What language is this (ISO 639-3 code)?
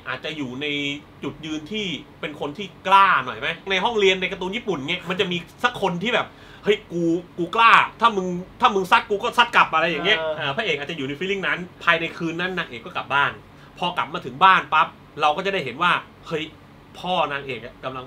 tha